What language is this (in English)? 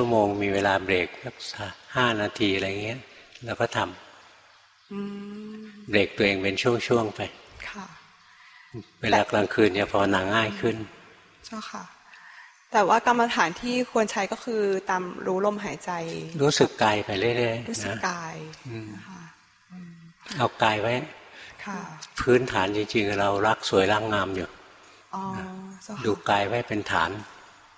Thai